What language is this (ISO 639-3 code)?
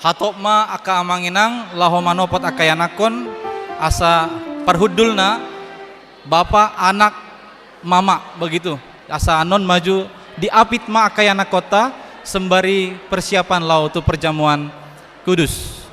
bbc